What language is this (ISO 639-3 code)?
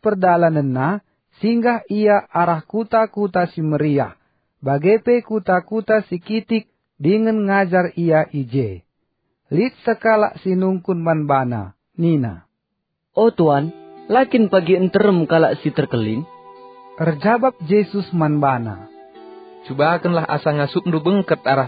btx